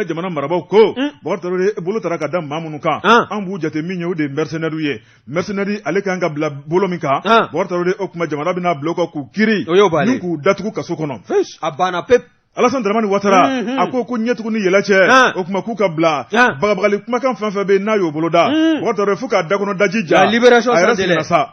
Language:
Bambara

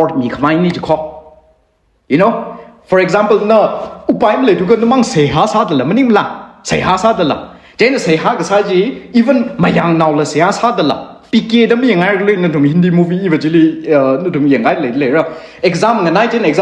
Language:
Tangkhul Naga (India)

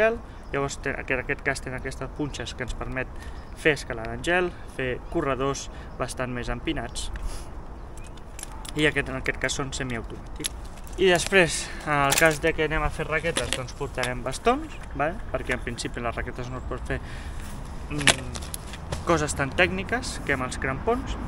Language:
Catalan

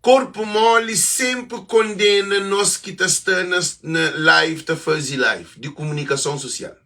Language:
Kabuverdianu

